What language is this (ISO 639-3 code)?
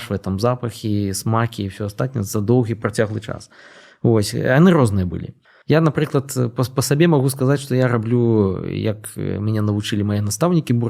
bel